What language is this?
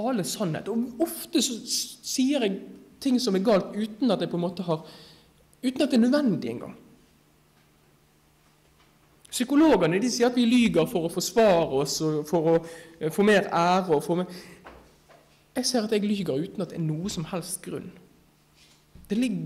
Norwegian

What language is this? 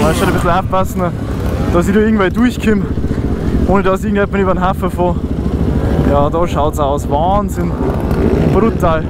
Bavarian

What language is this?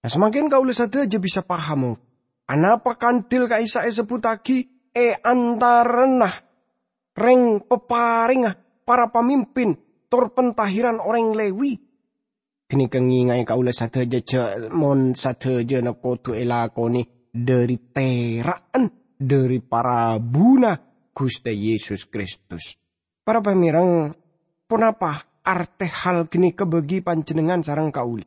Madurese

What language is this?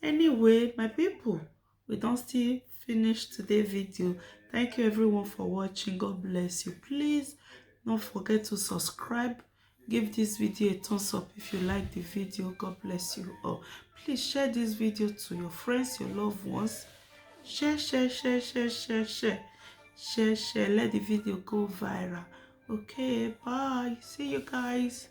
Nigerian Pidgin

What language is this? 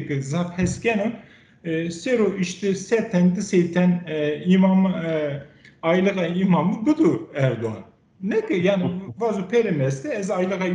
Zaza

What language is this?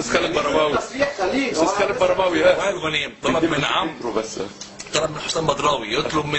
Egyptian Arabic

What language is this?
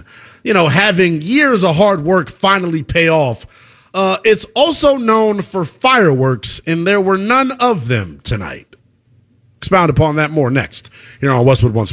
English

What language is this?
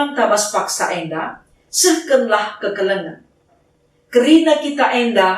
Batak Karo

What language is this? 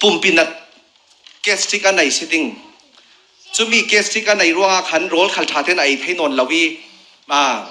Falam Chin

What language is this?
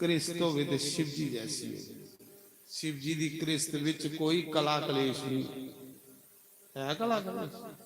Dogri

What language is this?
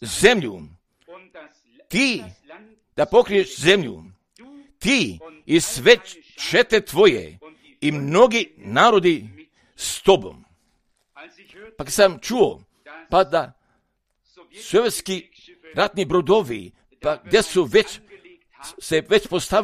Croatian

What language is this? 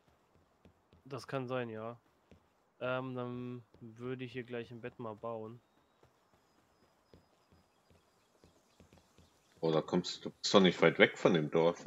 German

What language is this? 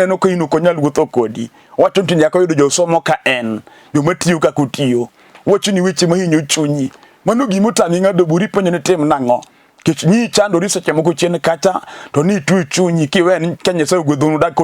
Luo (Kenya and Tanzania)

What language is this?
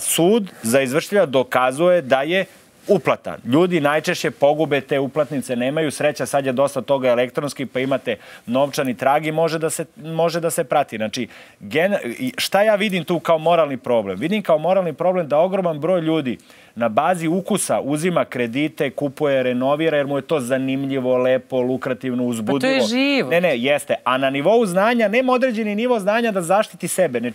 Serbian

